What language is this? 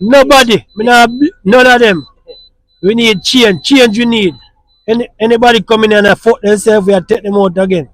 Jamaican Creole English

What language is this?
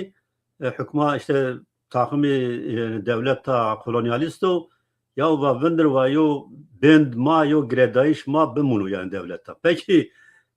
Zaza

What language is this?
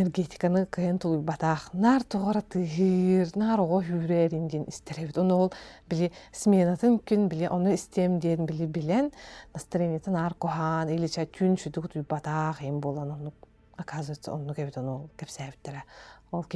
Yakut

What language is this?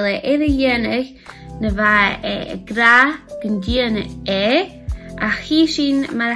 Scottish Gaelic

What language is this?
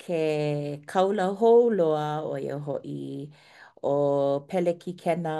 Hawaiian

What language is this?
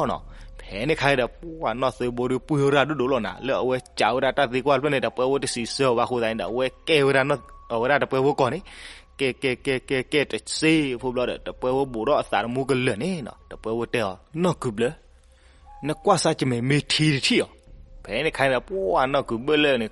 S'gaw Karen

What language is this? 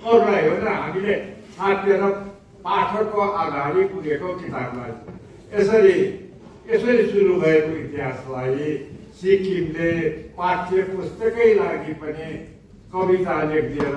Nepali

